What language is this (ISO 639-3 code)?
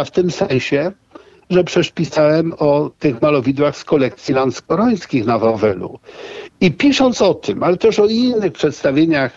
pol